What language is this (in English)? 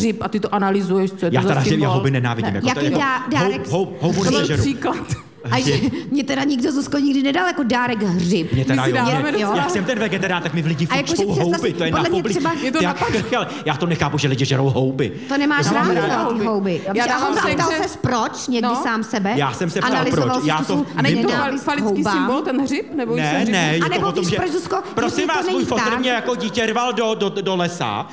Czech